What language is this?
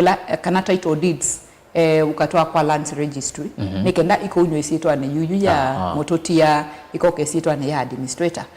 Kamba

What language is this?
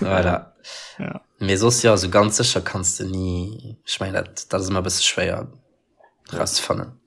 Luxembourgish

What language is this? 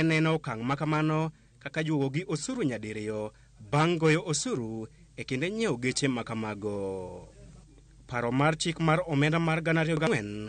Luo (Kenya and Tanzania)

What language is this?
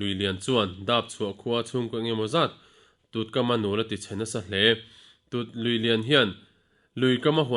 Mizo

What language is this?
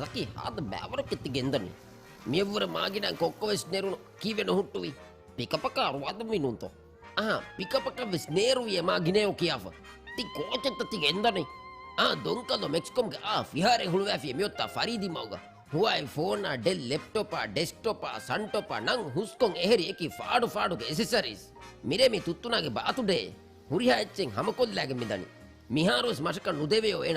Divehi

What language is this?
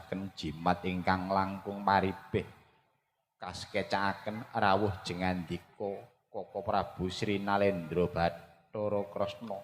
Javanese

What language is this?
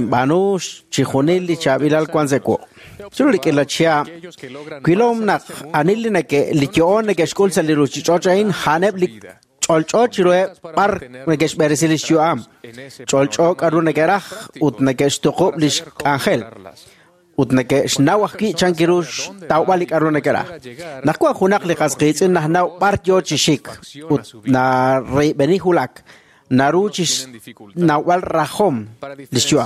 Kekchí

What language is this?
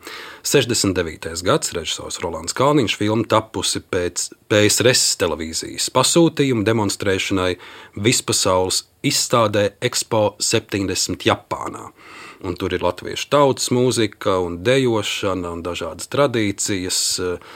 Latvian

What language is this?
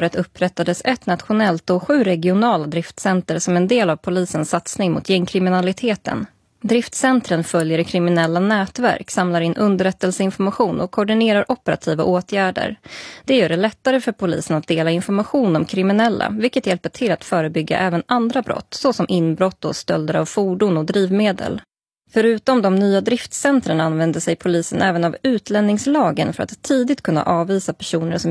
Swedish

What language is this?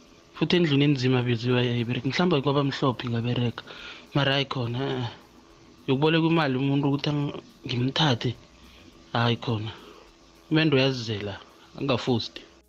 South Ndebele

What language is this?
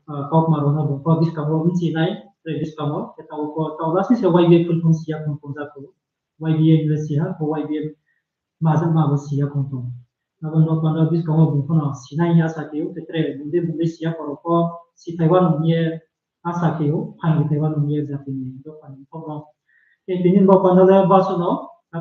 Riang (India)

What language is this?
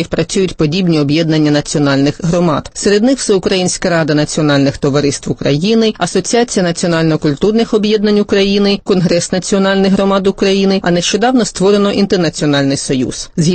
Ukrainian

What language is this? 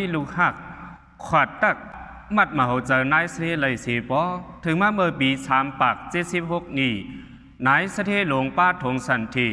Shan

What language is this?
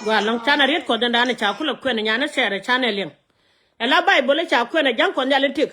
Nuer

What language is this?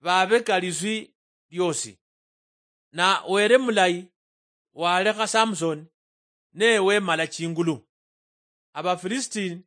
Luyia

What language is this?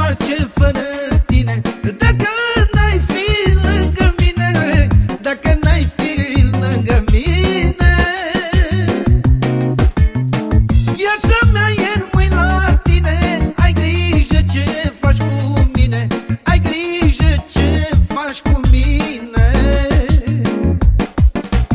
Romanian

